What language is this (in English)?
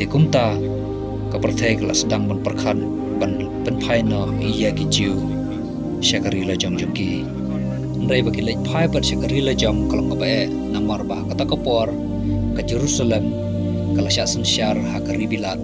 Khasi